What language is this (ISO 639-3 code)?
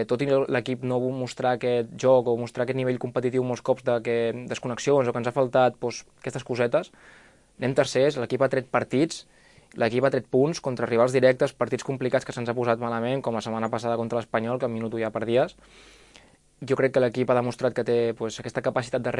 cat